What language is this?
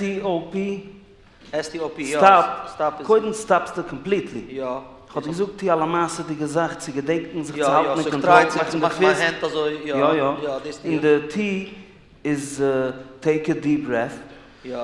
Yiddish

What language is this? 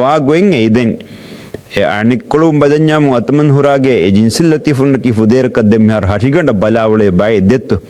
Divehi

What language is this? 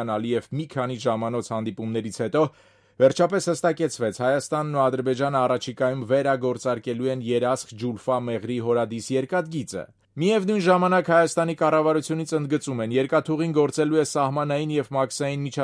Armenian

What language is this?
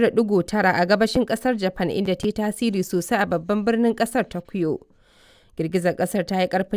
Hausa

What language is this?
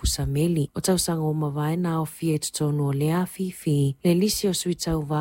Samoan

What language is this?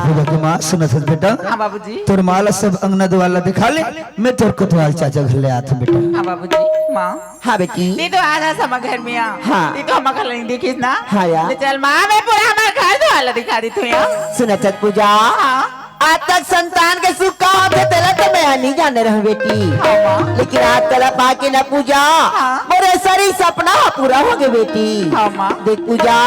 Chhattisgarhi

